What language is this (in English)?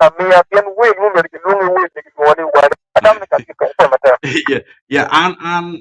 Acoli